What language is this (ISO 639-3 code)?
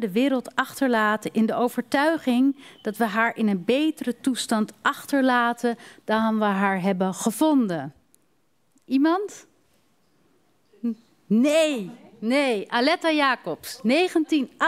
nld